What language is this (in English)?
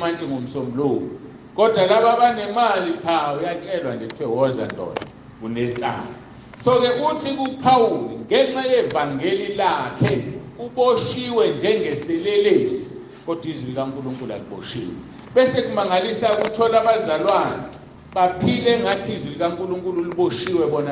Zulu